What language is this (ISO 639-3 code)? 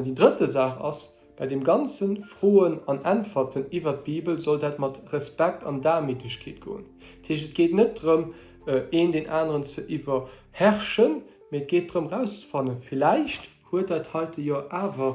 ltz